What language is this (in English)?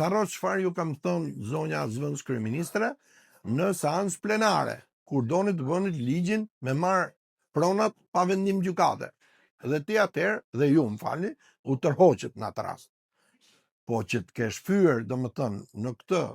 Albanian